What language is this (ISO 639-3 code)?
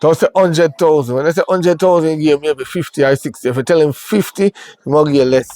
jam